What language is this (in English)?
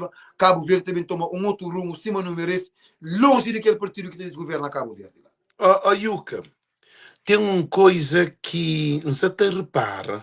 Kabuverdianu